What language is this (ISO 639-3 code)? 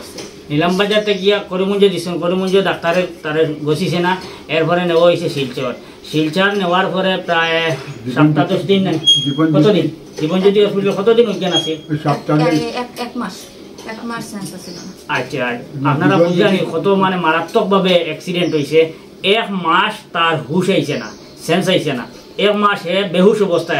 syl